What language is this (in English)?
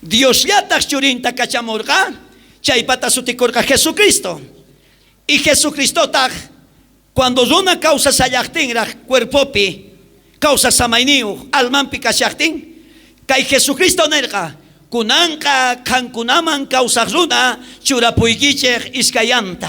South Bolivian Quechua